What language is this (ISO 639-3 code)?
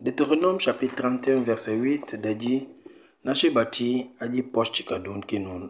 knf